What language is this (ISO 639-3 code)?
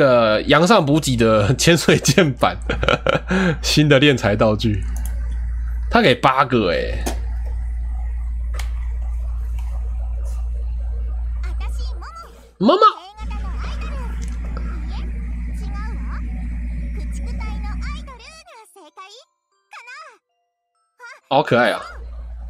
zho